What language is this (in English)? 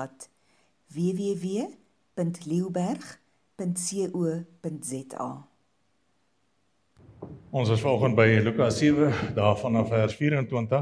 Afrikaans